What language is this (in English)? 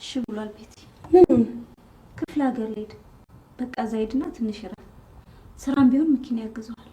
Amharic